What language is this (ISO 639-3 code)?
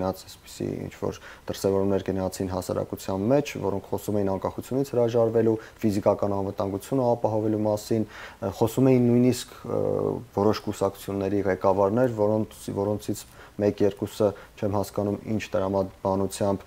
hye